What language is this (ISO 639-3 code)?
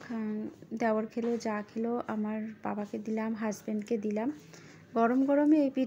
ben